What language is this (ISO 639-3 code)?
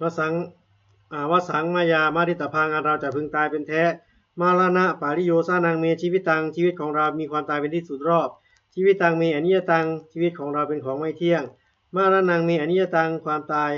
pli